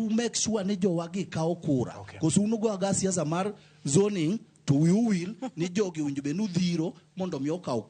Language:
Luo (Kenya and Tanzania)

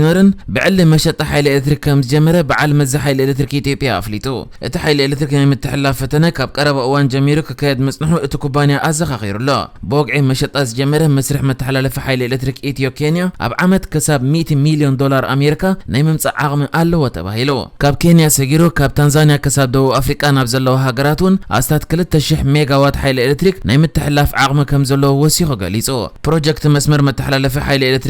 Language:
Tigrinya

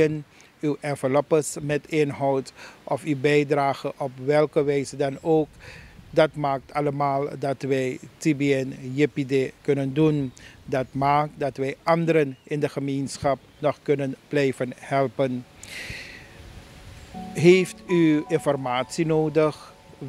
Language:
Dutch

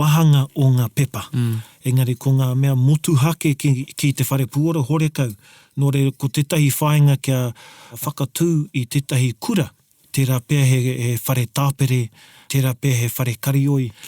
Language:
Māori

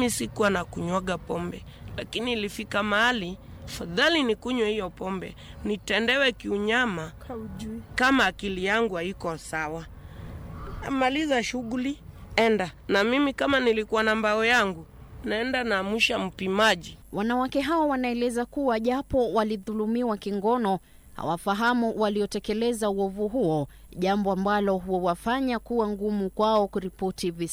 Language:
Swahili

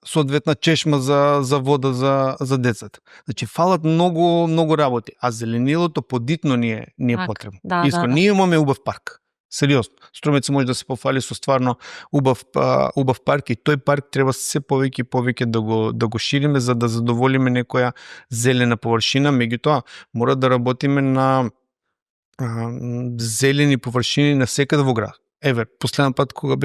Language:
Macedonian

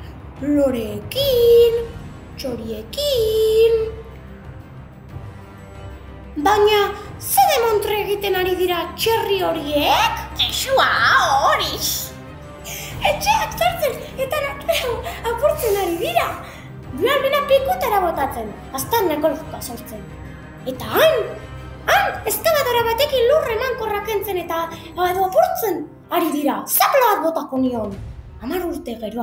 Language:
Basque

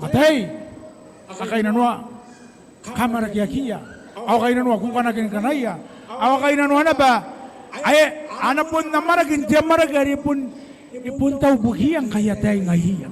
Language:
Gilbertese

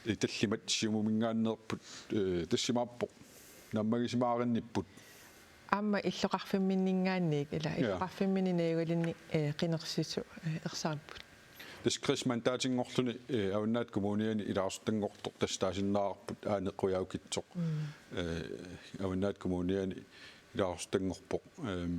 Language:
Kalaallisut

